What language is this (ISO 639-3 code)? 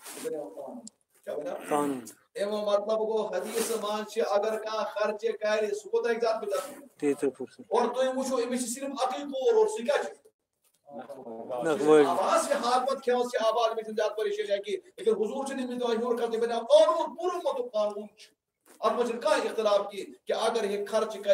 kas